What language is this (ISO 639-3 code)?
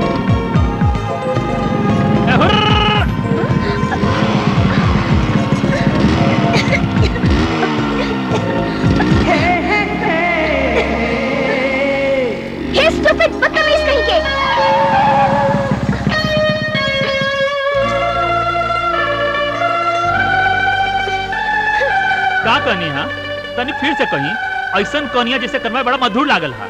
bho